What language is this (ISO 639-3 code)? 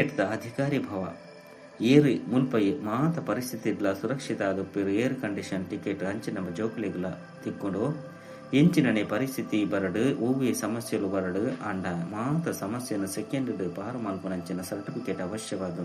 tcy